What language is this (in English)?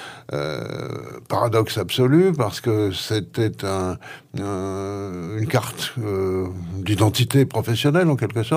French